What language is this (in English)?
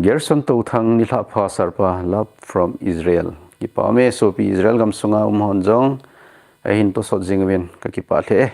Thado Chin